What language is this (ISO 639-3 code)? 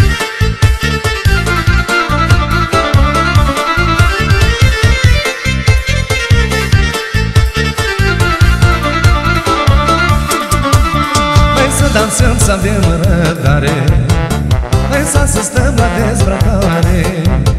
ron